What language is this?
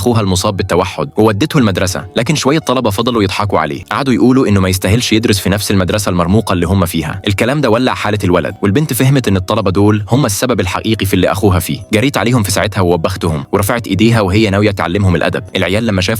Egyptian Arabic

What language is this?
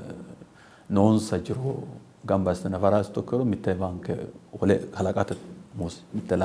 Sidamo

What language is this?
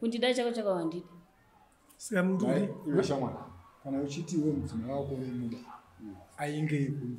Shona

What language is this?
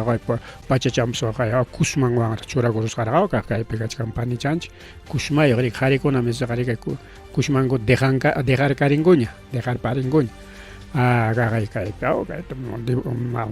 Ayacucho Quechua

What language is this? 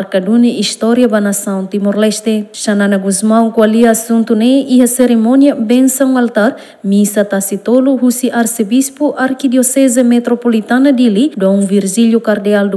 Tetum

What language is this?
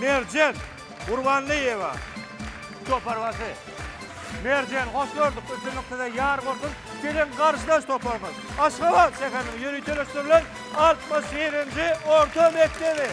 Turkmen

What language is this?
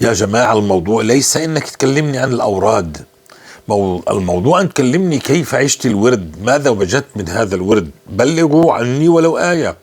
North Levantine Arabic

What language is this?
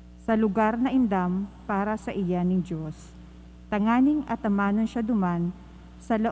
Bikol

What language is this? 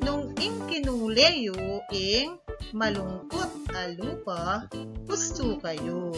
Pampanga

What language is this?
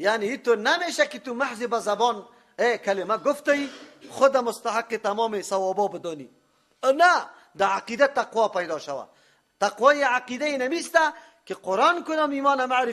Persian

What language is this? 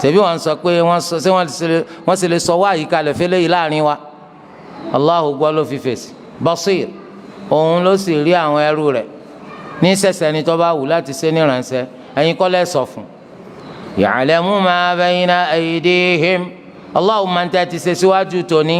Yoruba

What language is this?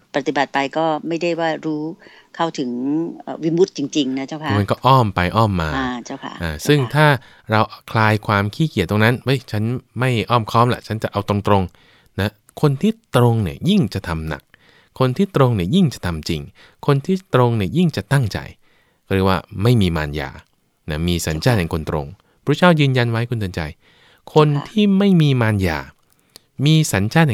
Thai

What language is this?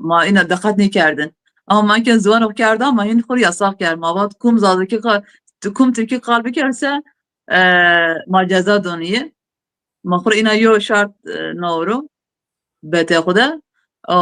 Zaza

